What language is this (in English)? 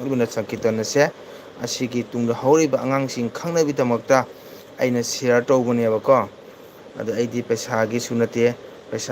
Manipuri